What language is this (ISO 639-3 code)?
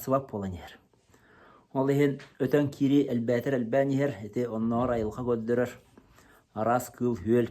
sah